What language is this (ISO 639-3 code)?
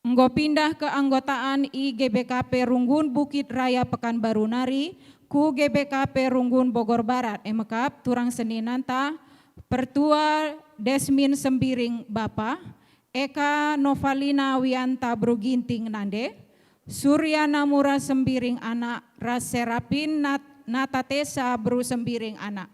btx